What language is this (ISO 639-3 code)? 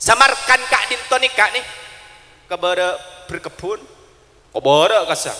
mad